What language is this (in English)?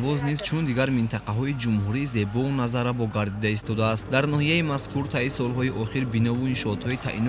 Tajik